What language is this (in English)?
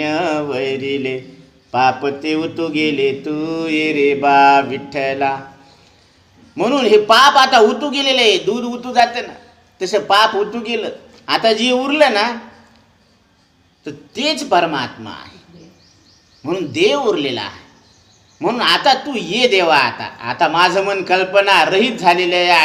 Marathi